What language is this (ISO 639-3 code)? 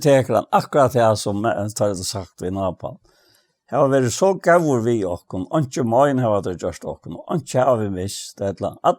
fao